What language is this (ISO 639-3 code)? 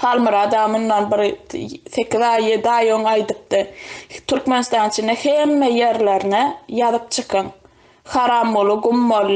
tuk